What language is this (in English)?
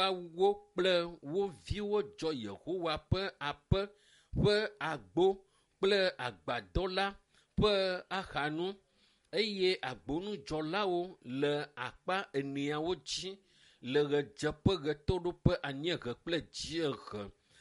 Ewe